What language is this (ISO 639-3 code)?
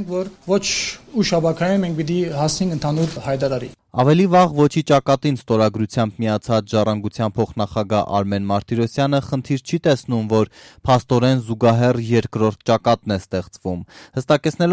hye